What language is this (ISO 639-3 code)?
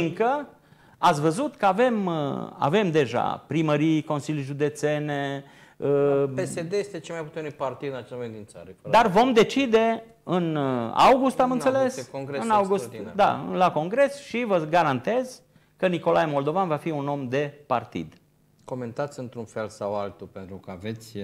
ron